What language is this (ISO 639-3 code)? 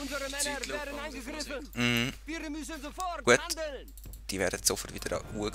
gsw